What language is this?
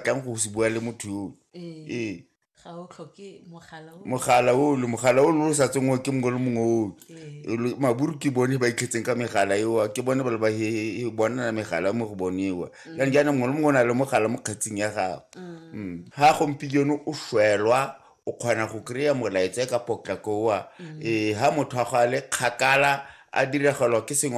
Tswana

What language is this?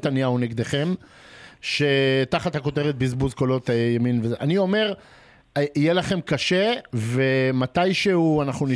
Hebrew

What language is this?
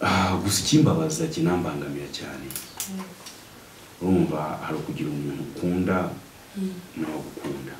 Kinyarwanda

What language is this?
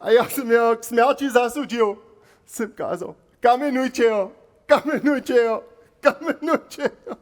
Upper Sorbian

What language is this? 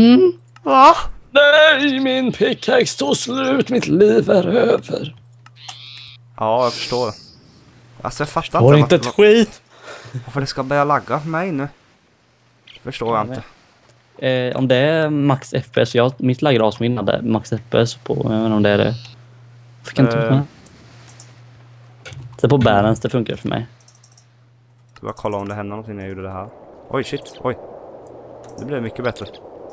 Swedish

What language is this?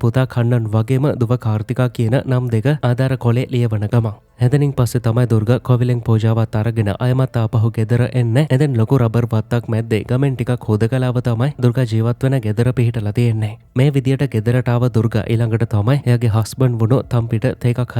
Sinhala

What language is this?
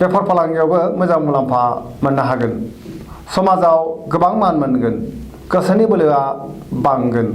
Bodo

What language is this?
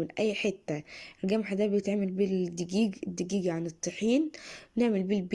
Egyptian Arabic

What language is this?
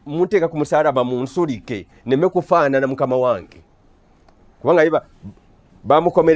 Ganda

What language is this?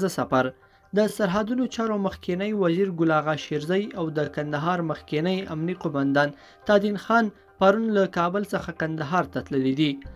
Pashto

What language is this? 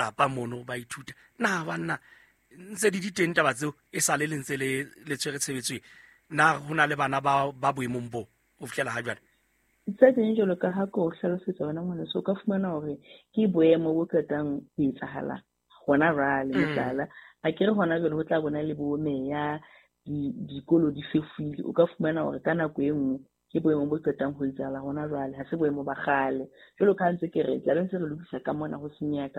Southern Sotho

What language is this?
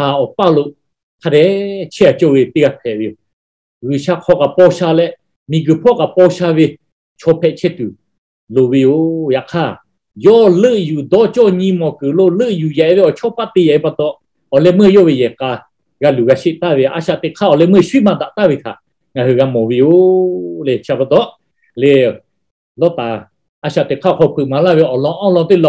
Lahu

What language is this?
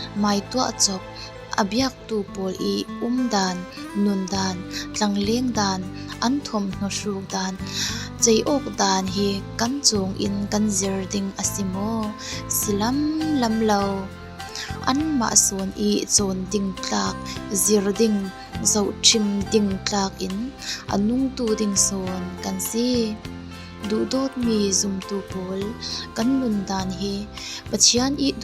Falam Chin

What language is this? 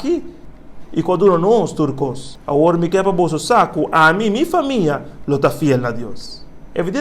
Papiamento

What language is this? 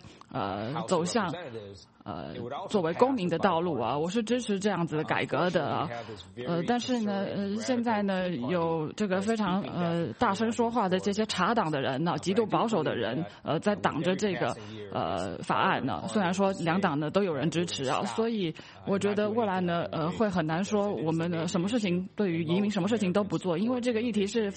Chinese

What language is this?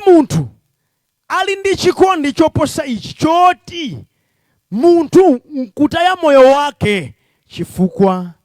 Nyanja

